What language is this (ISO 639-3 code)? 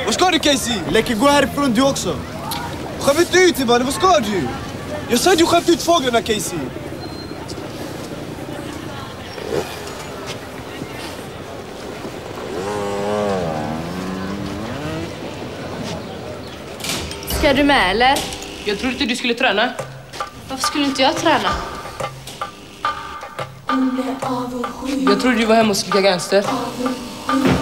swe